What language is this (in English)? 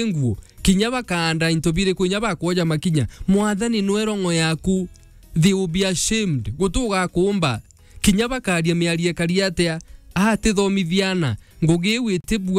Meru